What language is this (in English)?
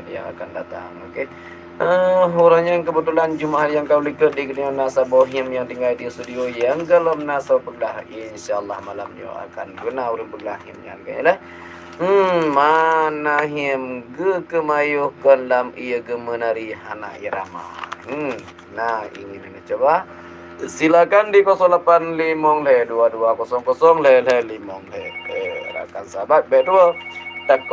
Achinese